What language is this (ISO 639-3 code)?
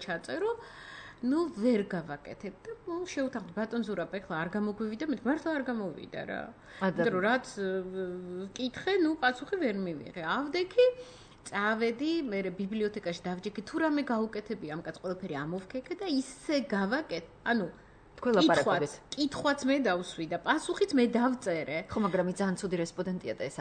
kat